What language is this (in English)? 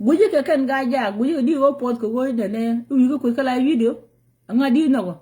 Nuer